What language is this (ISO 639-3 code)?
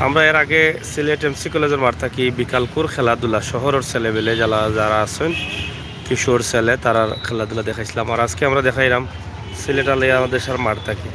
syl